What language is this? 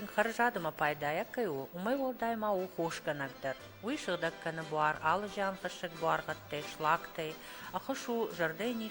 Ossetic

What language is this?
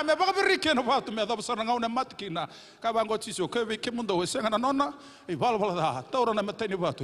Fijian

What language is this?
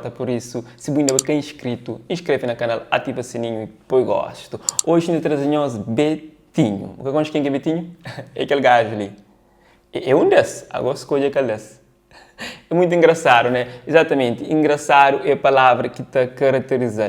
Kabuverdianu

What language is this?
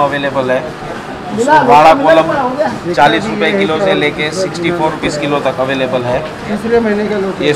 Hindi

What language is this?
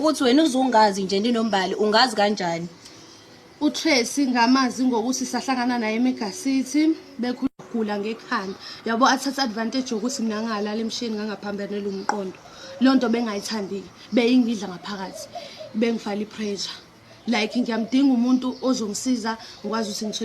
Zulu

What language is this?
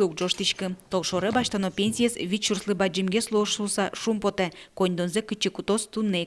Udmurt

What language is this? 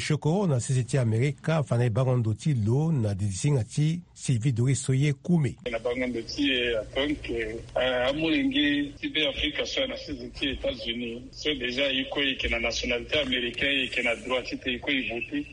Sango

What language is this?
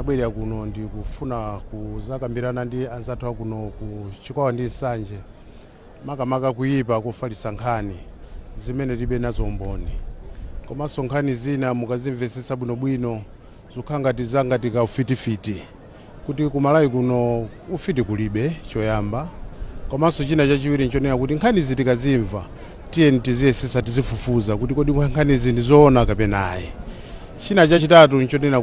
Nyanja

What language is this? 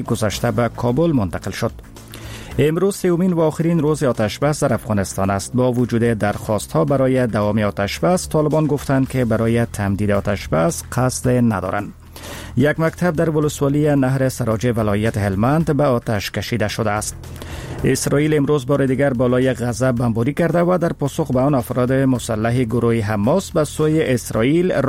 Persian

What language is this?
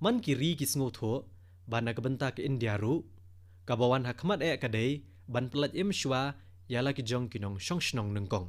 Khasi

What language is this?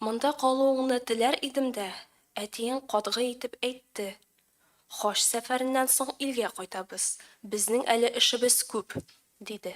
Tatar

